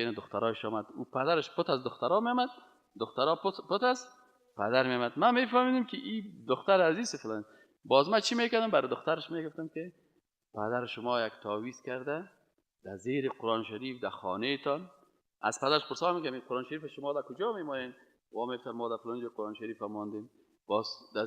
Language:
Persian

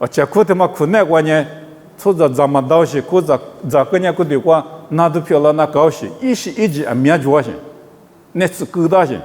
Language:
Lisu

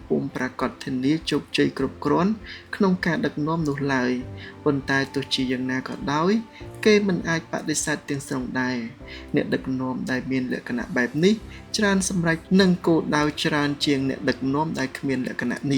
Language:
Khmer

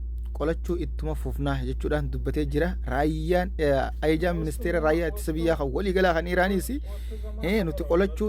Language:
Oromo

